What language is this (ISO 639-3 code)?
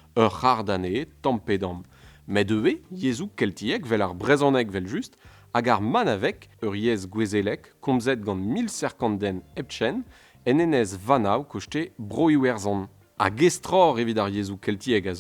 bre